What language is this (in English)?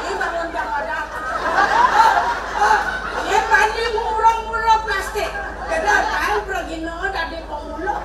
Balinese